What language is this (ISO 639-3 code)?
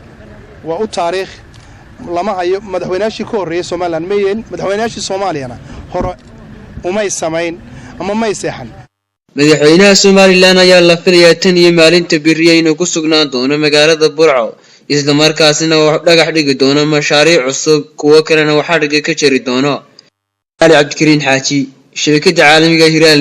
som